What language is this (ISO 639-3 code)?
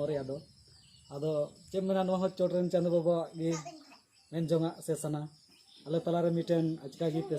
sat